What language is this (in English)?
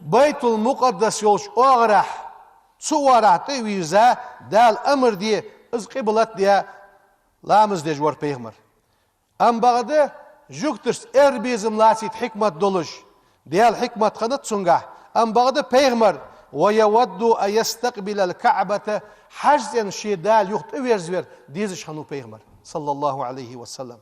Ingush